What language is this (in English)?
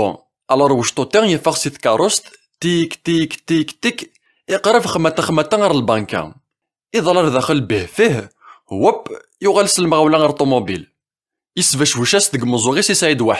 Kabyle